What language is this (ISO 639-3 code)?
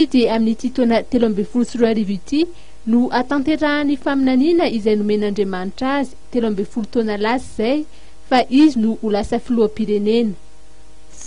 mlg